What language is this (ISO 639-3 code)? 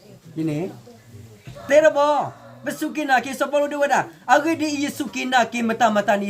ksw